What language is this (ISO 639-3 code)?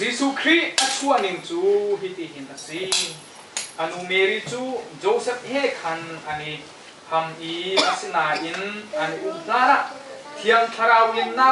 cnh